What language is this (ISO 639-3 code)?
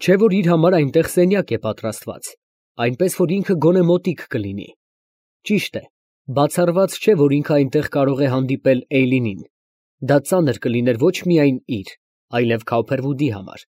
hye